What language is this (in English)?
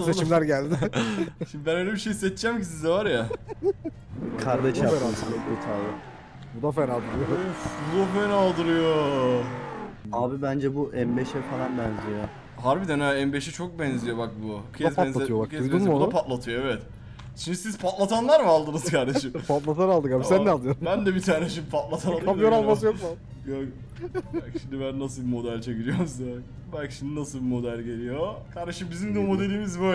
Turkish